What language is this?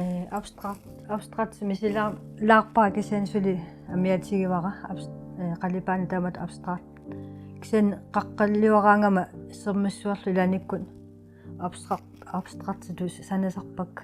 Kalaallisut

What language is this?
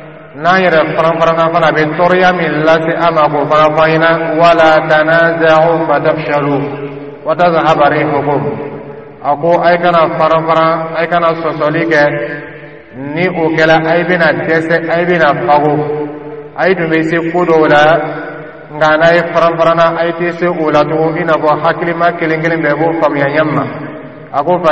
Dyula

